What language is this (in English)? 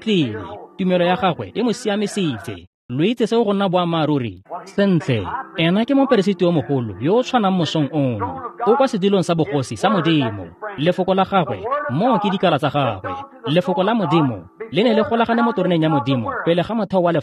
Tswana